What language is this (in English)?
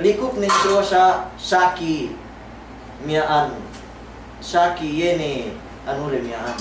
Yakan